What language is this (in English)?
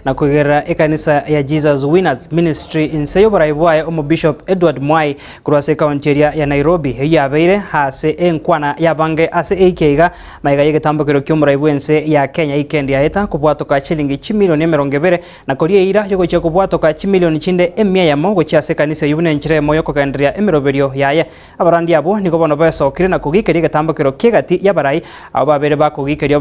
Gusii